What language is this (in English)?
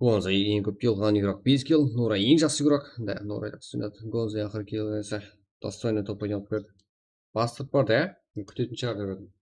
Kara-Kalpak